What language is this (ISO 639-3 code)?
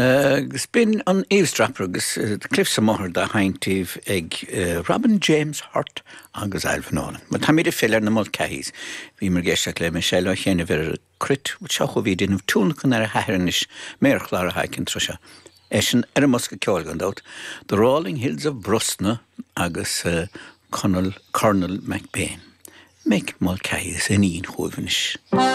gle